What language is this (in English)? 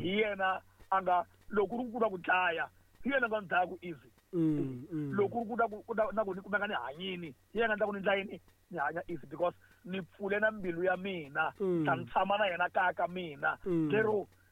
Tsonga